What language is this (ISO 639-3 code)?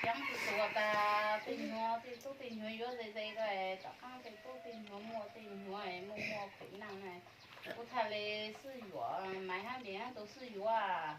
hmn